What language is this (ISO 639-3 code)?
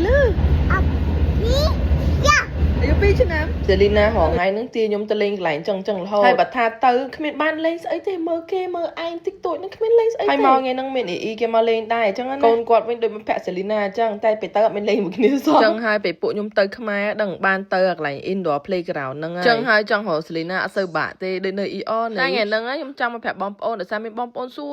khm